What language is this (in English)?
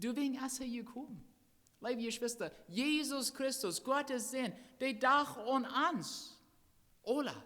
Plautdietsch